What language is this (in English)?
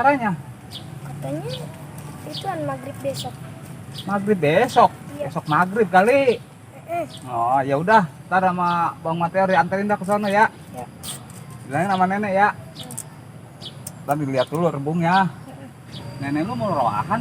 Betawi